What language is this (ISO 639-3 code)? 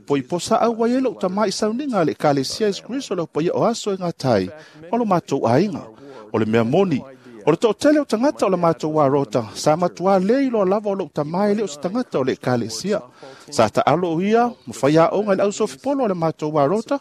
smo